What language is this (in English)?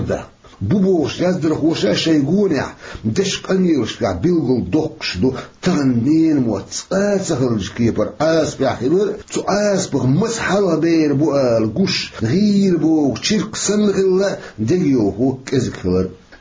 Chechen